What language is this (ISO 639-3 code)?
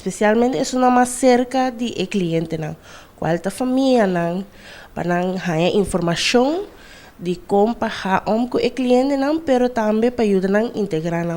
pap